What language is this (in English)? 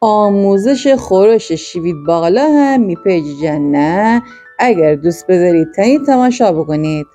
Gilaki